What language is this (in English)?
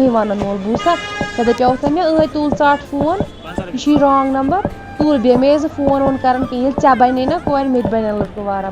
Kashmiri